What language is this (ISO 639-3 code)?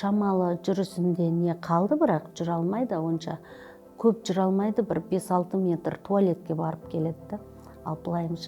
kaz